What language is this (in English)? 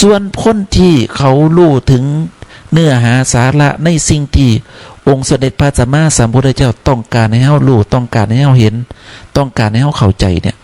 Northeastern Thai